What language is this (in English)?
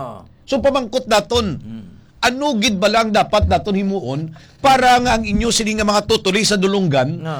Hiligaynon